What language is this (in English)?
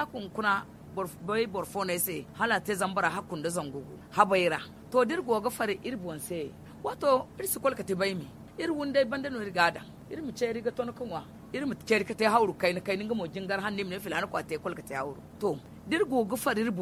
Zarma